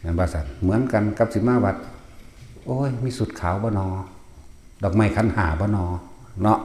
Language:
Northeastern Thai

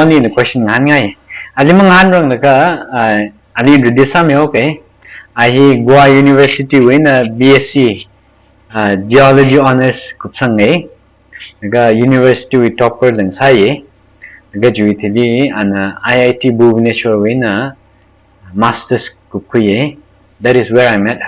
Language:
Tangkhul Naga (India)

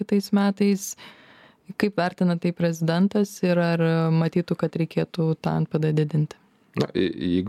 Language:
Lithuanian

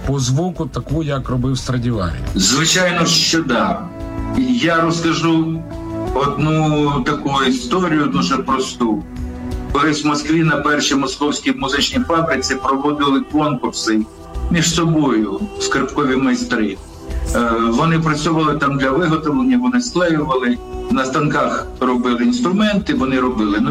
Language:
Ukrainian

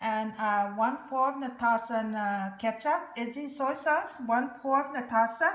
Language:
Chamorro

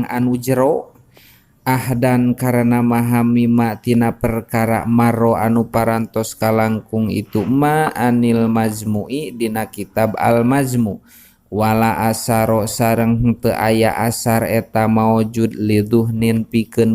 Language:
Sundanese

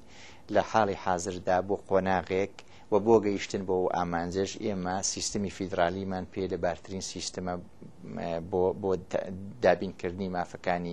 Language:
Central Kurdish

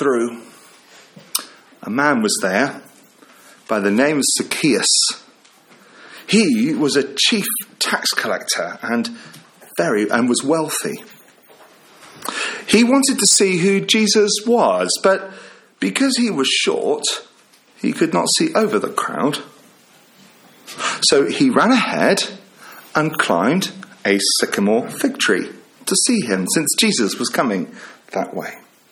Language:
English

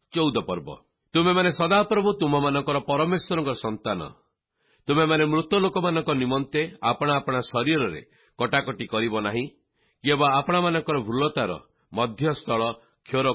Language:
Odia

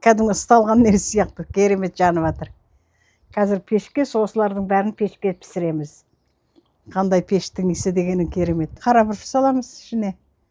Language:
Kazakh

